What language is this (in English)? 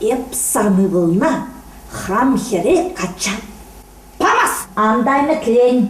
Chuvash